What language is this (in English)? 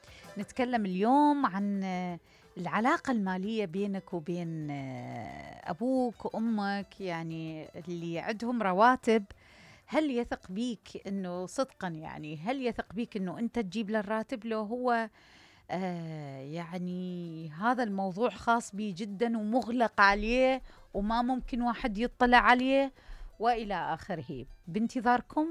Mesopotamian Arabic